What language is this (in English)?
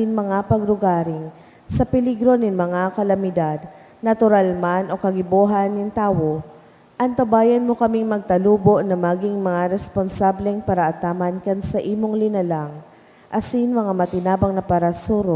Bikol